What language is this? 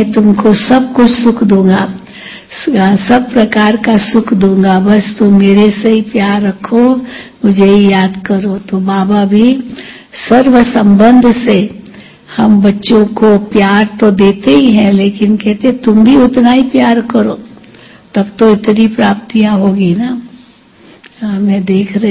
Hindi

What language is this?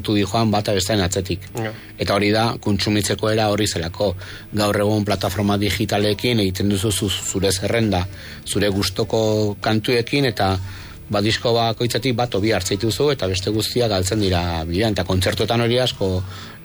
Basque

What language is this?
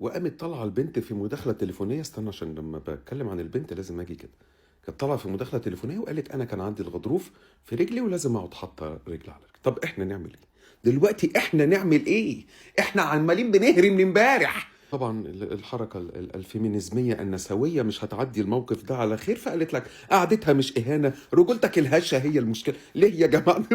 Egyptian Arabic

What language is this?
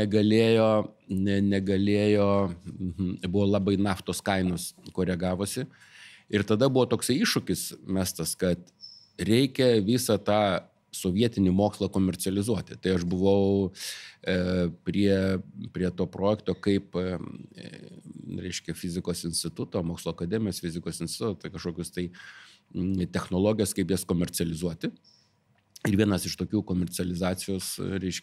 Lithuanian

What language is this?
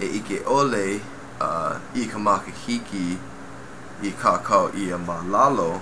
Hawaiian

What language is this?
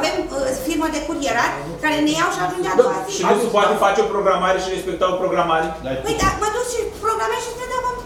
Romanian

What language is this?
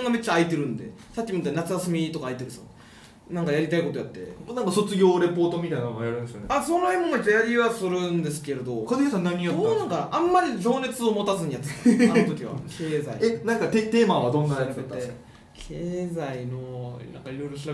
Japanese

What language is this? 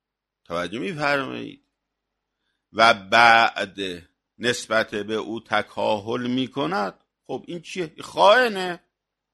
Persian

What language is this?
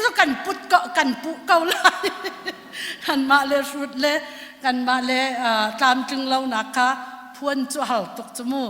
Hakha Chin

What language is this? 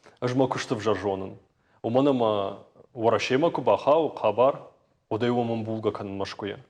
Ossetic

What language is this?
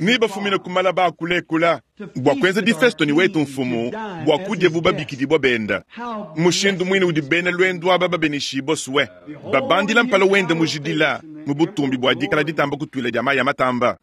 Luba-Lulua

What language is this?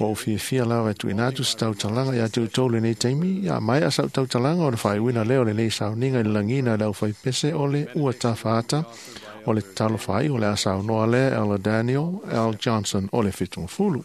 Samoan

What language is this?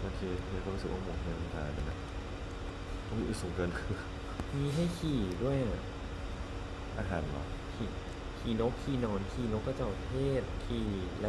Thai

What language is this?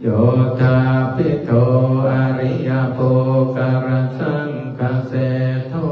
Pali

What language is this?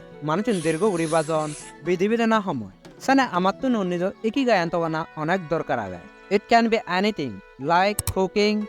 Chakma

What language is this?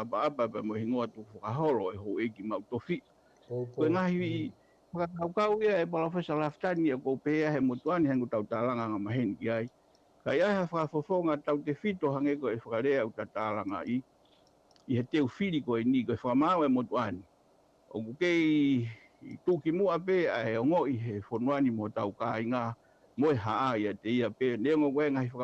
Tongan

